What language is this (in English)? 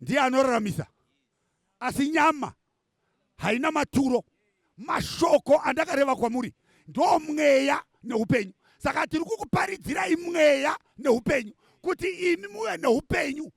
Shona